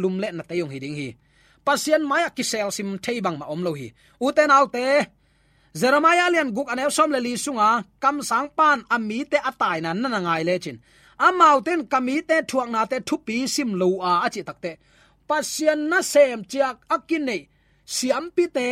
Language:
Tedim Chin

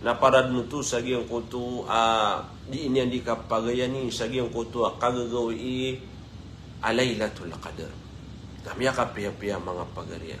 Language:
Maranao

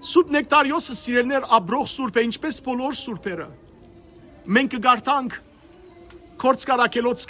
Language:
Western Armenian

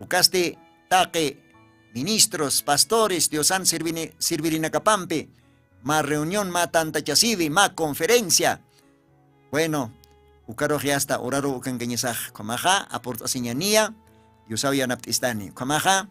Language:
Aymara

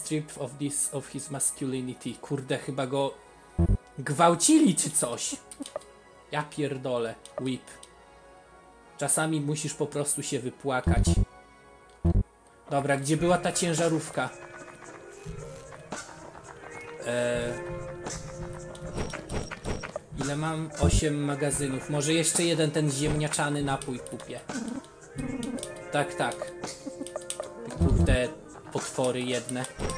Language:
Polish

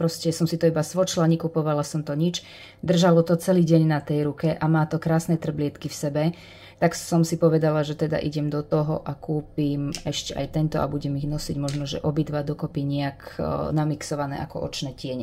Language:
Slovak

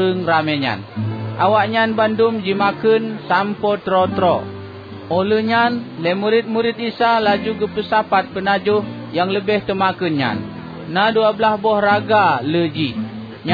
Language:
Achinese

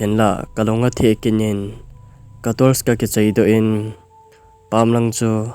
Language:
Thado Chin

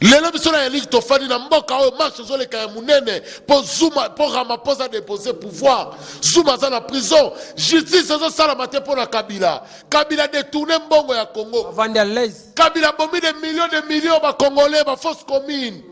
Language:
Lingala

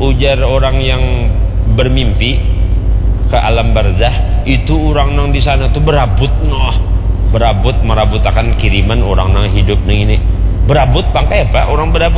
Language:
Banjar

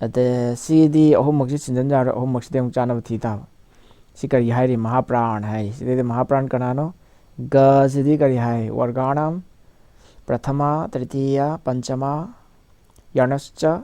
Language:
Manipuri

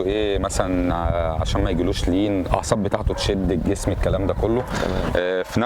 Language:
Egyptian Arabic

